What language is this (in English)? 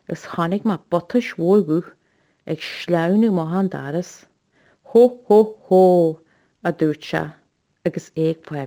Irish